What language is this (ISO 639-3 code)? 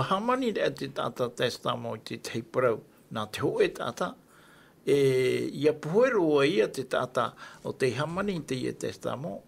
tah